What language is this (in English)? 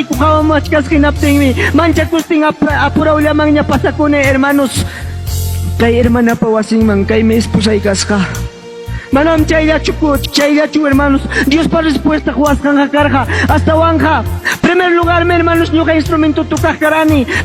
Ayacucho Quechua